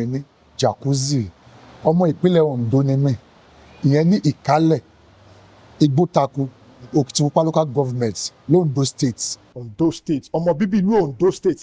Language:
Yoruba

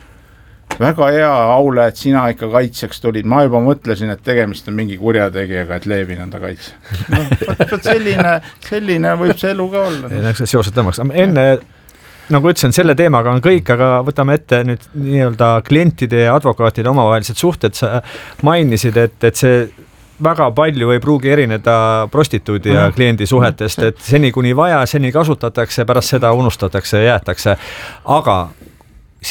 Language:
Estonian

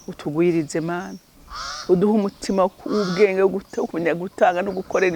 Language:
Rundi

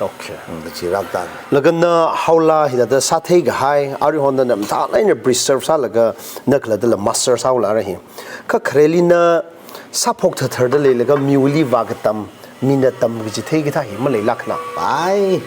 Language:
Tangkhul Naga (India)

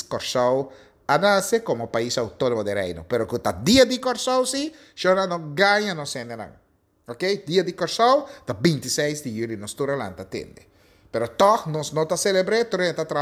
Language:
Papiamento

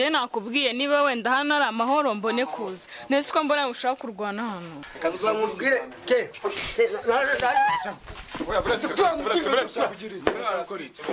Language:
Kinyarwanda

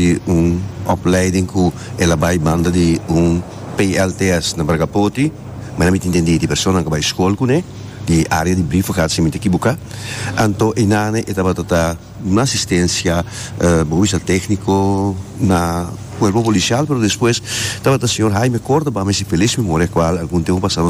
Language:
Papiamento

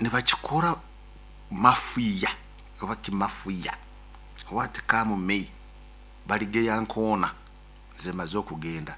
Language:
Nyoro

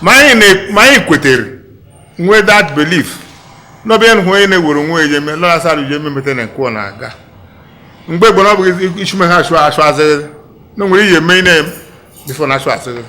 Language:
Igbo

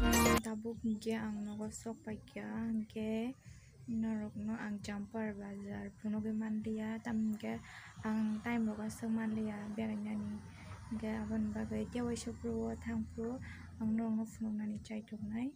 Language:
Kok Borok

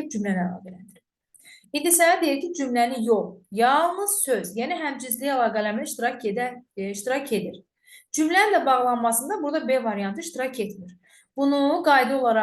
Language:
Azerbaijani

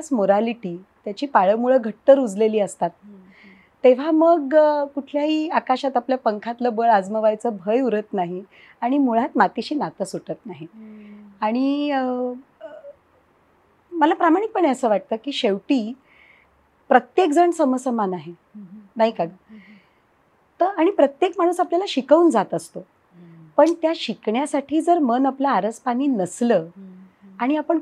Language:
Marathi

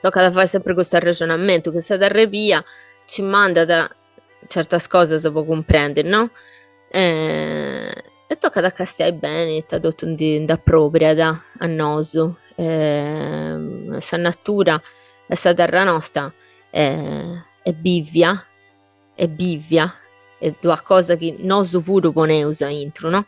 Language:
Sardinian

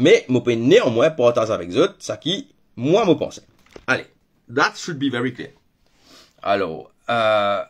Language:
Morisyen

